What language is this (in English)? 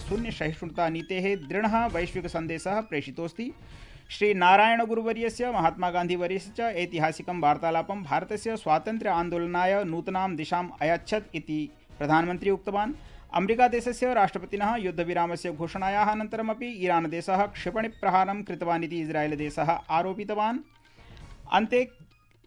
Sanskrit